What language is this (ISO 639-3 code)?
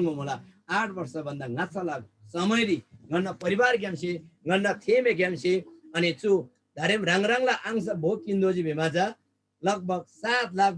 taj